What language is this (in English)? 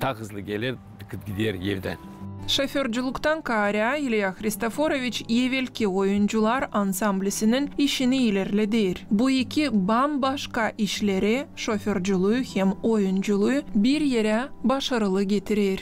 Gagauz